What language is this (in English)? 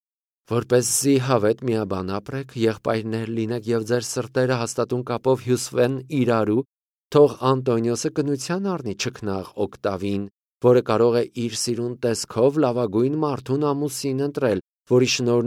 Armenian